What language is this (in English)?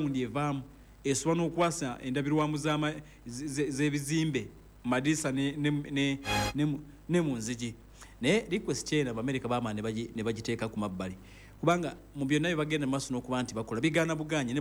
Ganda